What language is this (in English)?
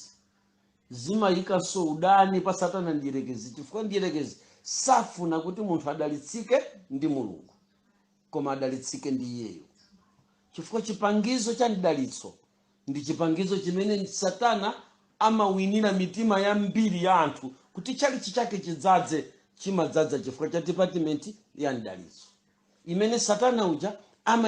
Nyanja